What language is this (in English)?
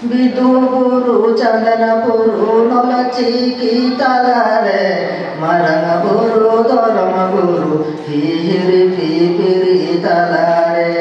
Santali